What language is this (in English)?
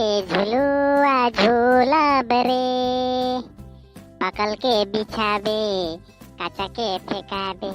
Sadri